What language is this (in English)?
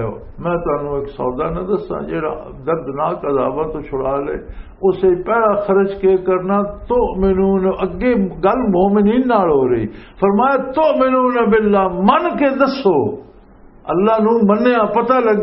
Western Panjabi